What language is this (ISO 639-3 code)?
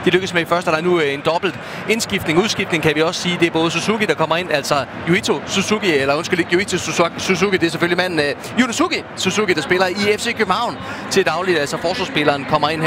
dan